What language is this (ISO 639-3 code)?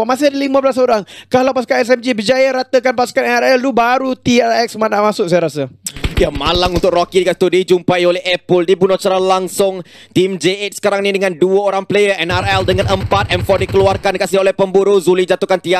msa